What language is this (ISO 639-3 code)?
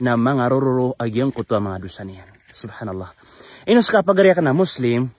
mrw